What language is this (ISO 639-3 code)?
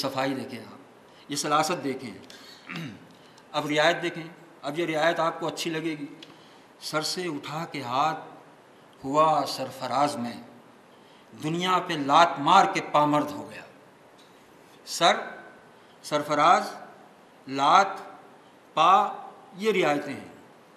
urd